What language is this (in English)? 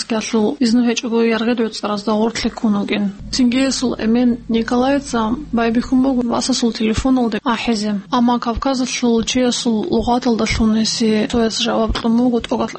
Avaric